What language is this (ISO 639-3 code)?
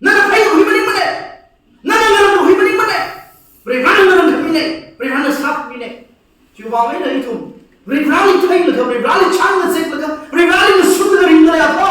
nmf